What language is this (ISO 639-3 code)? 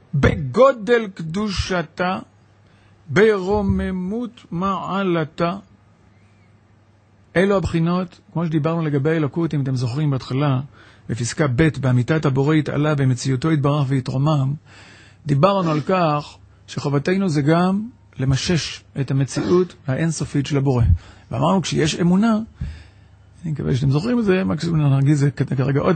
heb